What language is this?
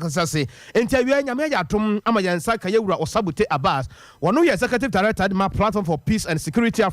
Akan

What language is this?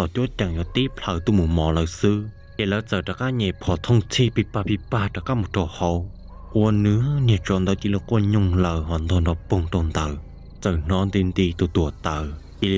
Hmong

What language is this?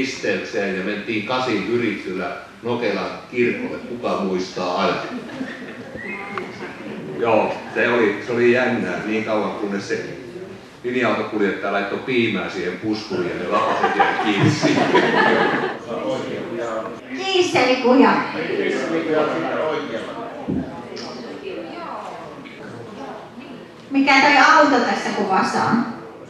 Finnish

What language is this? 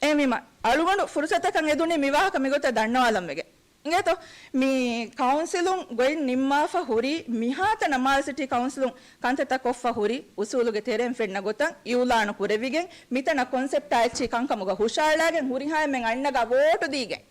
Divehi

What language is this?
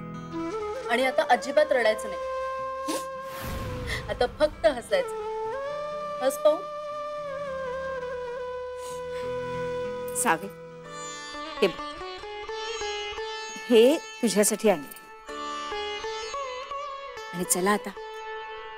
Marathi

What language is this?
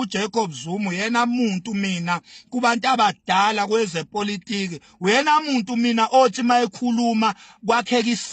Zulu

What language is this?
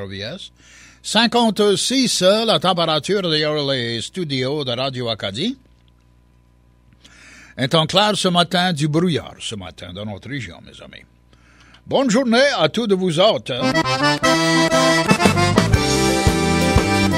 Cajun French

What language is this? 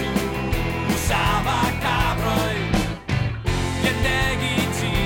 Basque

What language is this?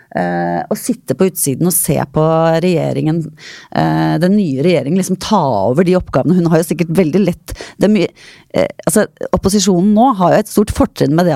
Norwegian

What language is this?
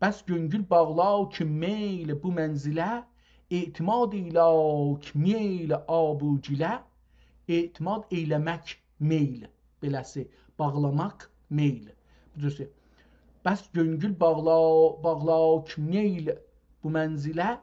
South Azerbaijani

